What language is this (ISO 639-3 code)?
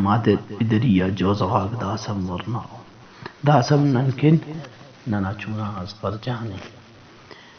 brh